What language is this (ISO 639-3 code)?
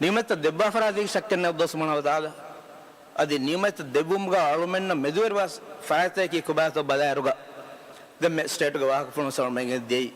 div